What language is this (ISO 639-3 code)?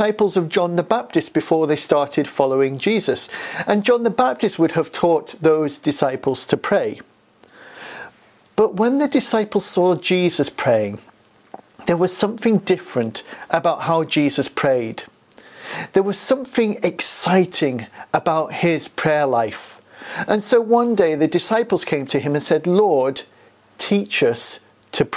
eng